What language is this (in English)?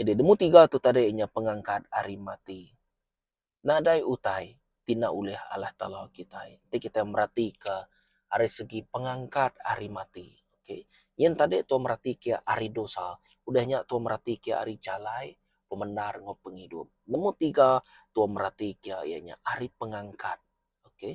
Iban